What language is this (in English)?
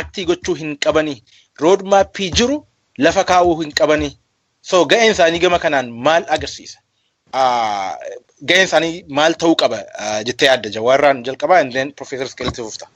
Oromo